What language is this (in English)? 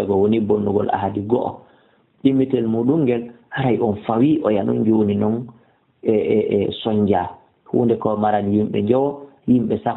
Fula